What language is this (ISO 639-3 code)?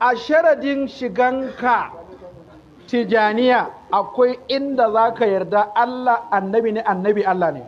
hau